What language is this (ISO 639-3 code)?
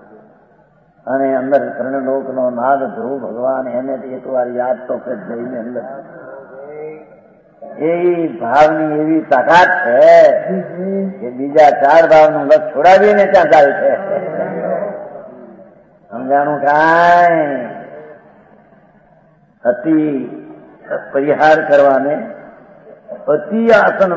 guj